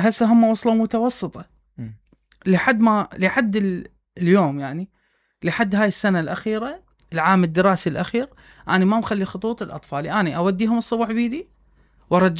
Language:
Mesopotamian Arabic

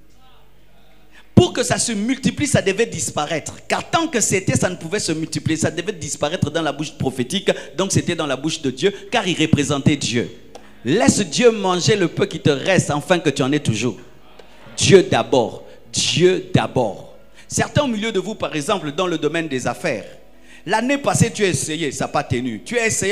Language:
French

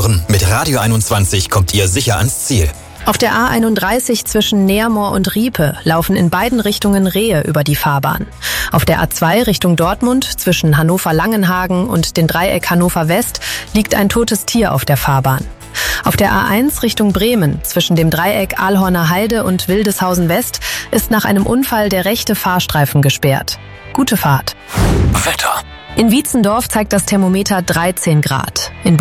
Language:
German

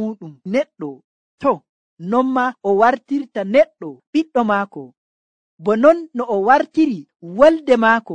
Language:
Nigerian Fulfulde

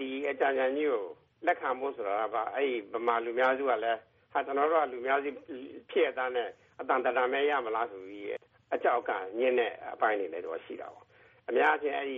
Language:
Burmese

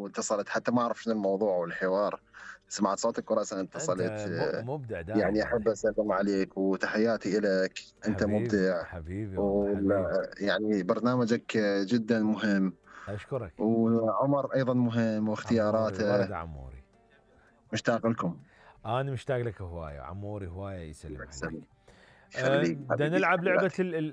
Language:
Mesopotamian Arabic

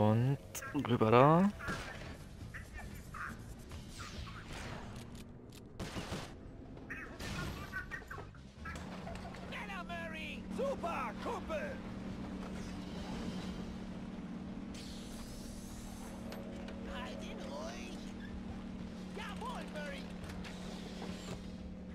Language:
German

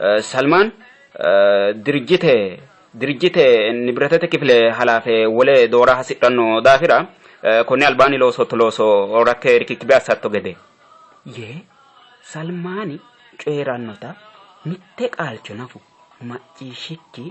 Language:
Sidamo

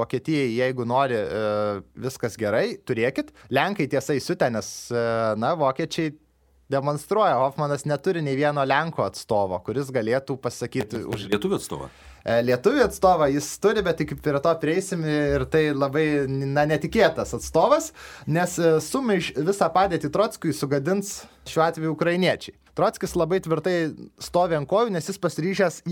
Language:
Lithuanian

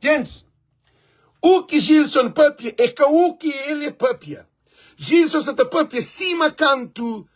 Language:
Kabuverdianu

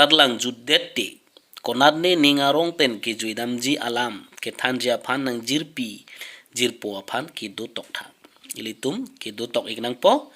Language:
Karbi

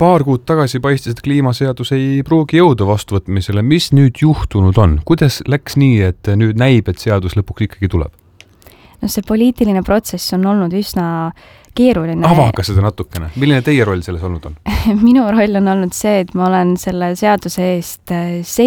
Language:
Estonian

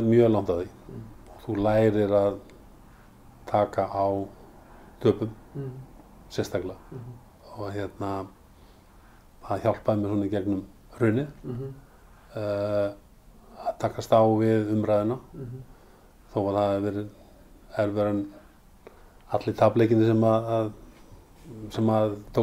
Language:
Icelandic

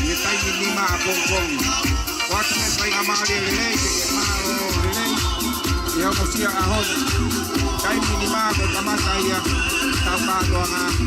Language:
Tongan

